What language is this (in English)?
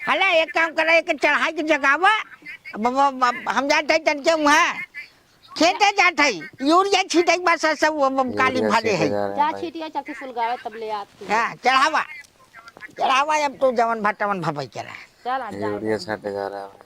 Awadhi